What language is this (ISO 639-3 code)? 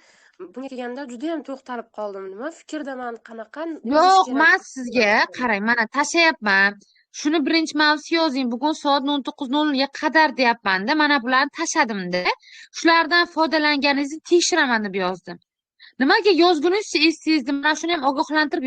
uzb